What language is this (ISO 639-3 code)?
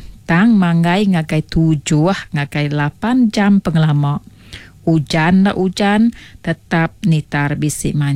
iba